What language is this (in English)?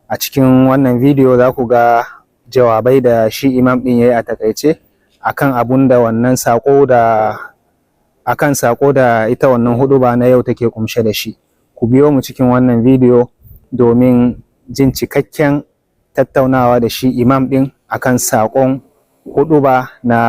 Hausa